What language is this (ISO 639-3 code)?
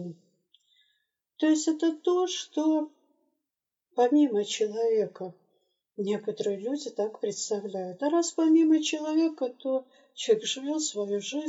rus